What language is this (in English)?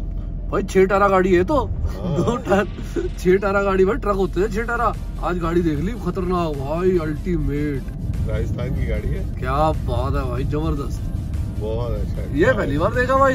Hindi